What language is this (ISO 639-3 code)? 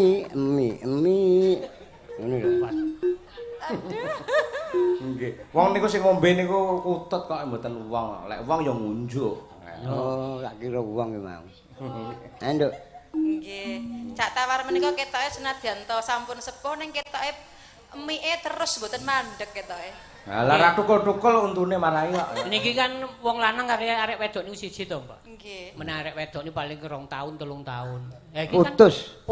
jav